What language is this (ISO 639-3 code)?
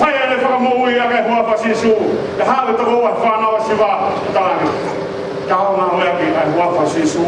ton